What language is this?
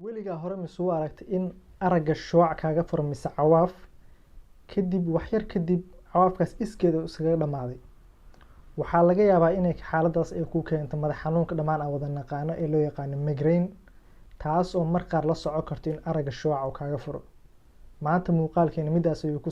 Somali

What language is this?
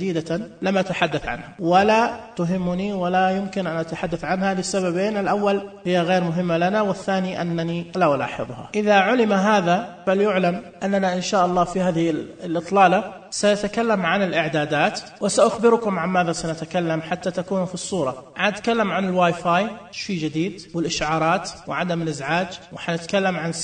Najdi Arabic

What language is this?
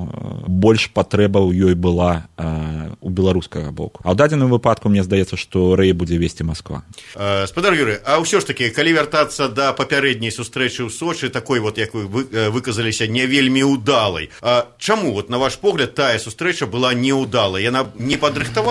Belarusian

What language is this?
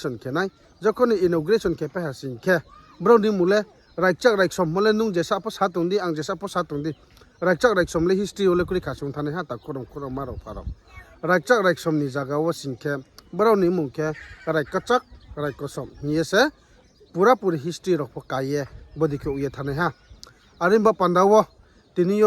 Riang (India)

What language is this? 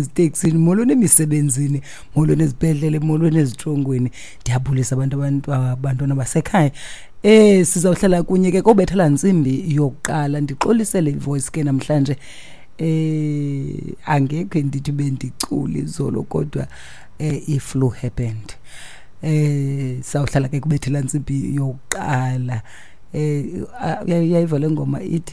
Xhosa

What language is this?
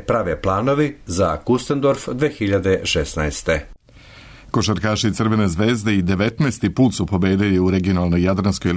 Serbian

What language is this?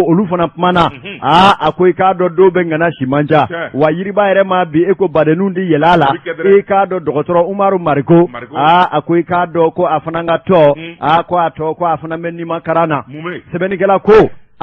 Bambara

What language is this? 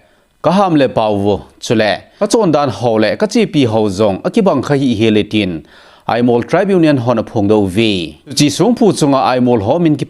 Thado Chin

